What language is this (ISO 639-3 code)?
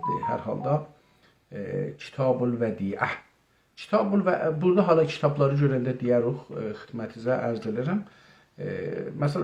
azb